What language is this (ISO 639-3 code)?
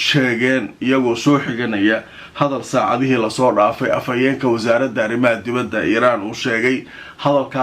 som